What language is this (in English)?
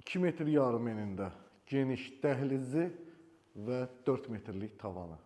Azerbaijani